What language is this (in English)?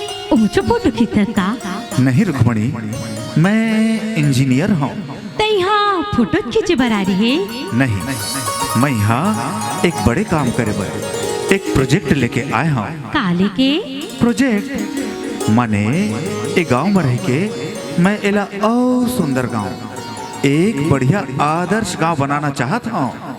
Chhattisgarhi